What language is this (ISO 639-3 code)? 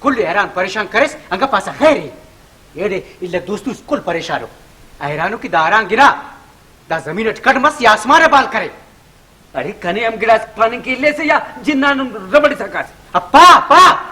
brh